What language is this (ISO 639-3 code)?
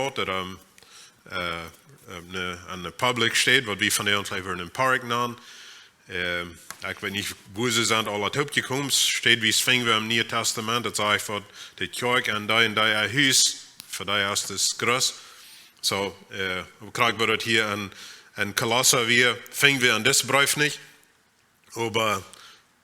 pdt